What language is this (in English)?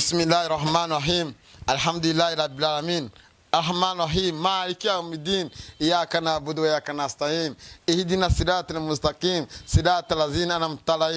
Kinyarwanda